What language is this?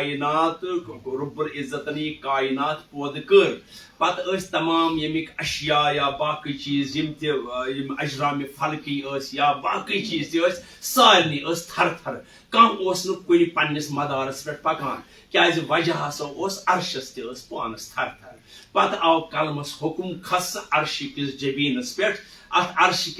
Kashmiri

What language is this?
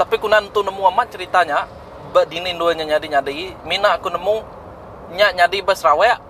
Iban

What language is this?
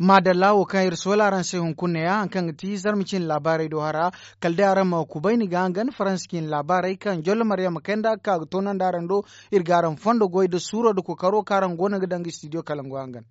Zarma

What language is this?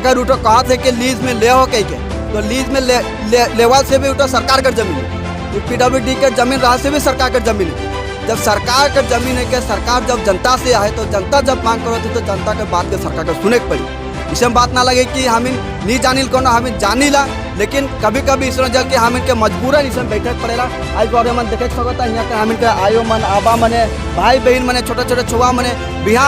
Sadri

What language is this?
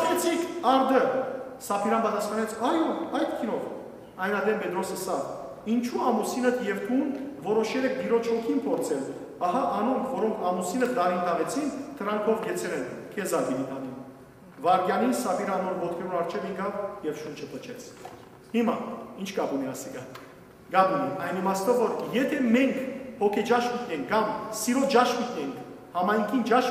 Western Armenian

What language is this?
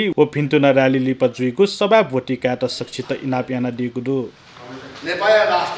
Newari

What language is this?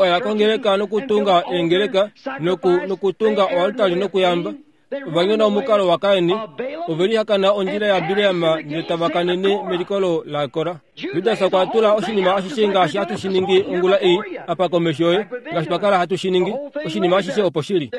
Kuanyama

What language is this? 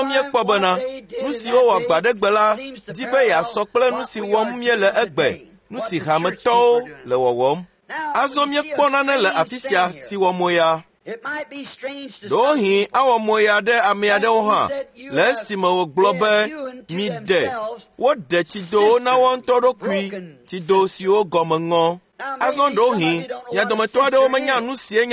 Ewe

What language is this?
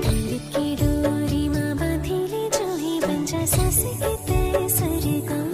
Chhattisgarhi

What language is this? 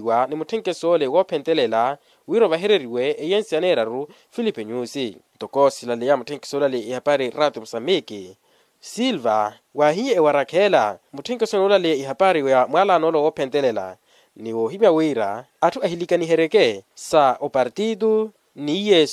Makhuwa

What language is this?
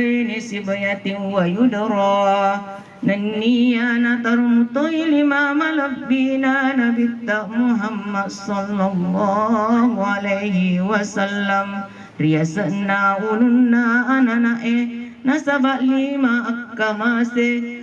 Buginese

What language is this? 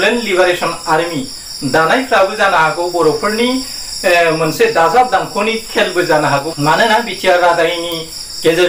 Bodo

